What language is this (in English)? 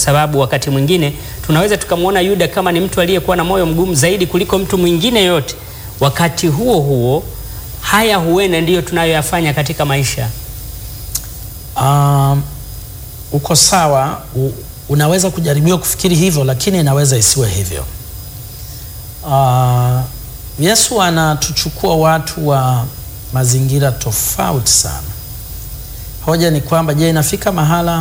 Swahili